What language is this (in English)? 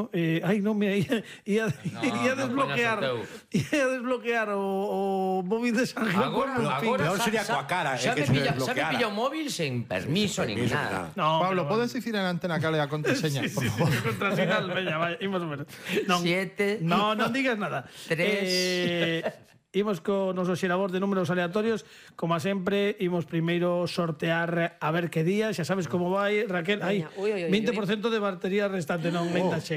Galician